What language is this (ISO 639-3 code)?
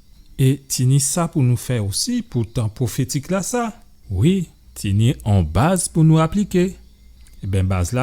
gcf